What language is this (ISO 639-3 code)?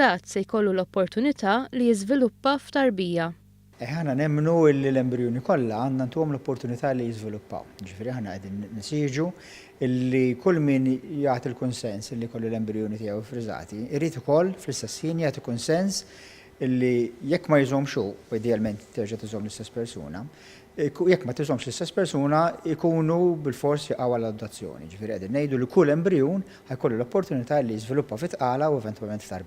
mlt